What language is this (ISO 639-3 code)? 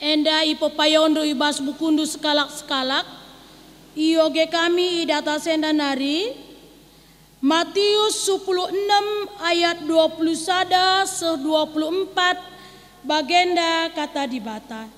btx